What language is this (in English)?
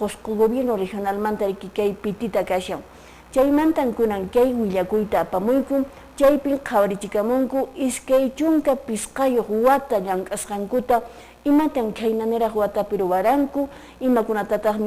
Quechua